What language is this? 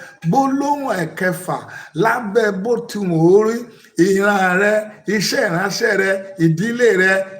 Yoruba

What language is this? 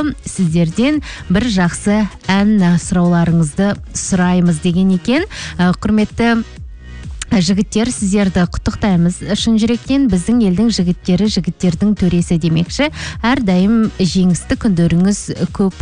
Kazakh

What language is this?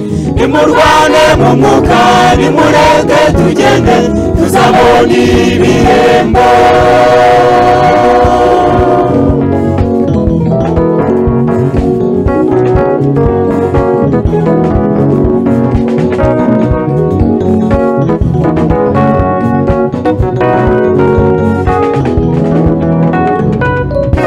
Kinyarwanda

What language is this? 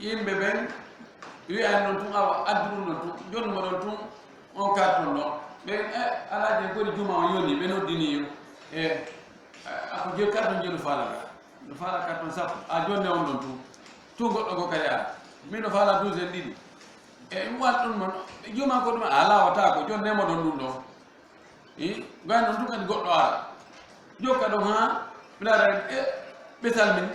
Fula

